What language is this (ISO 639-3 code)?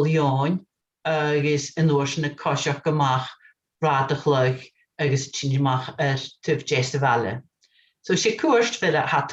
gla